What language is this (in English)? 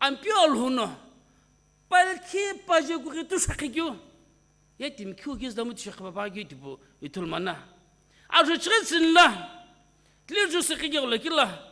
Sumi Naga